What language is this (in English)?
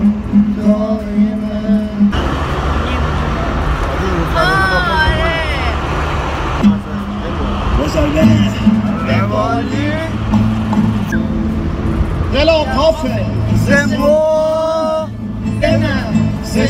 Persian